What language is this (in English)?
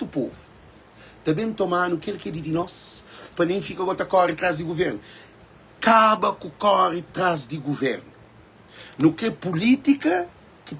Kabuverdianu